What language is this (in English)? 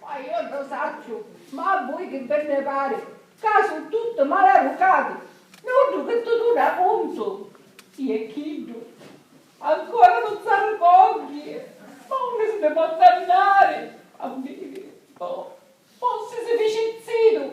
Sicilian